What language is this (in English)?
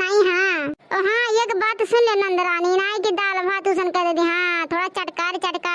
Awadhi